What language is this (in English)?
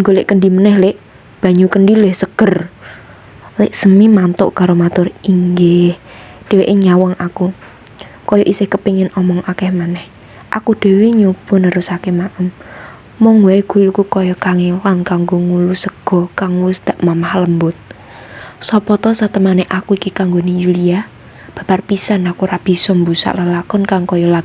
Javanese